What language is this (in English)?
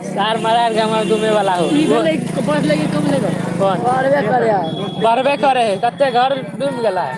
Maithili